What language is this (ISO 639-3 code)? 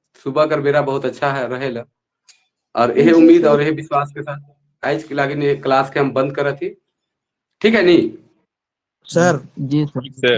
sck